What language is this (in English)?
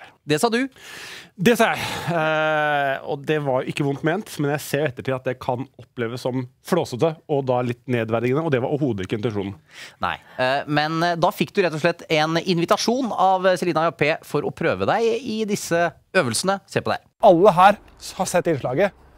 Norwegian